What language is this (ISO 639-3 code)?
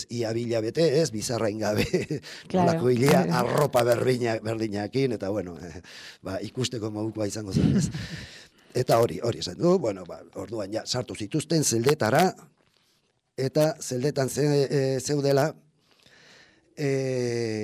eus